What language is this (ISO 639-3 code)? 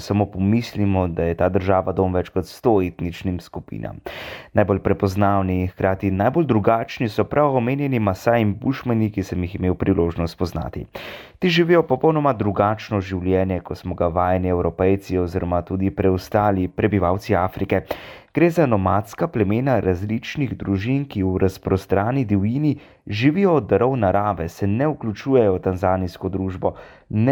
slv